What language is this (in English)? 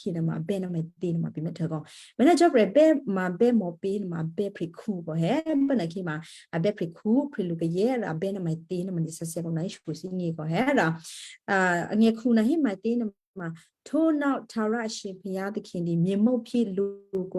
Western Kayah